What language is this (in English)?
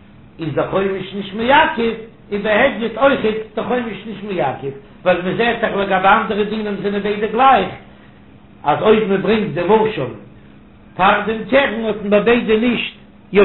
Yiddish